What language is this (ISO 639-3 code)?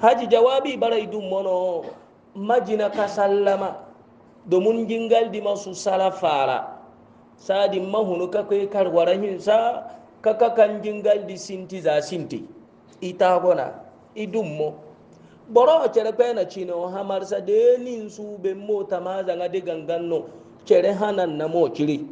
hau